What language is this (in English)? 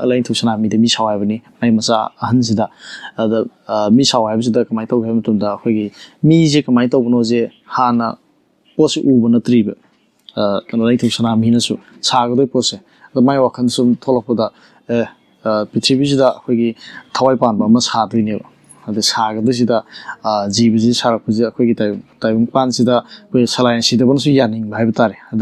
Manipuri